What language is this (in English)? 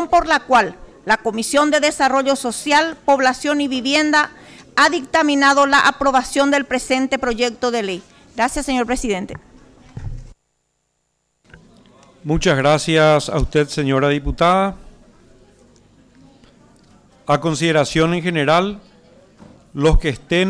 Spanish